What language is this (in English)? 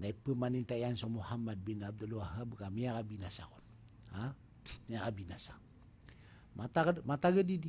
Maranao